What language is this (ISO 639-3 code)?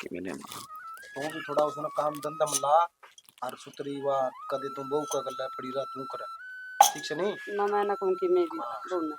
bgc